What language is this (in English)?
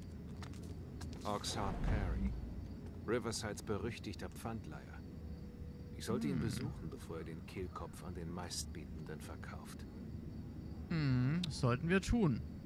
German